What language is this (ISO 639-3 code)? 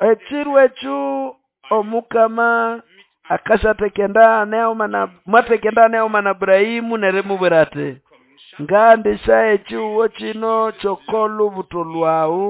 nnb